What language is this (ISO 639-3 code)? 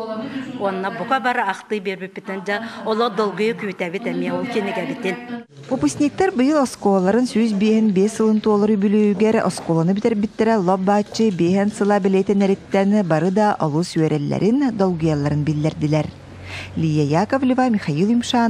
sah